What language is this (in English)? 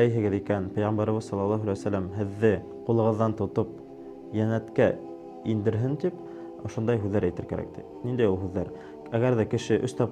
Bashkir